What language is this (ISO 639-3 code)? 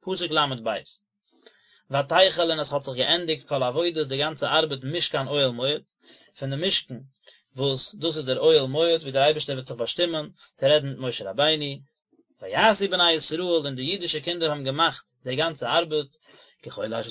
yid